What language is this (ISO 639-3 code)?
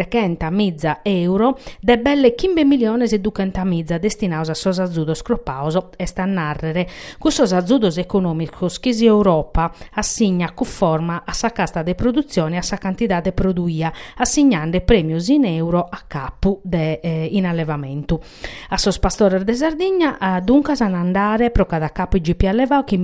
srd